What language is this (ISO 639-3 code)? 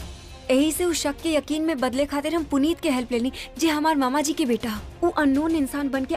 bho